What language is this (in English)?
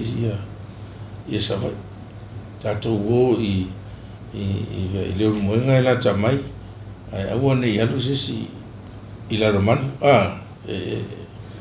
Samoan